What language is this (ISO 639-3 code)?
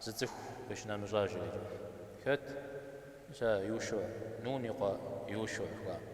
kbd